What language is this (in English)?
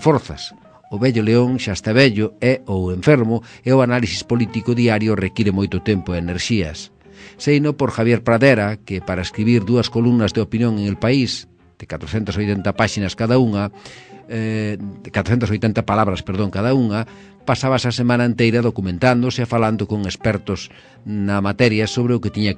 Galician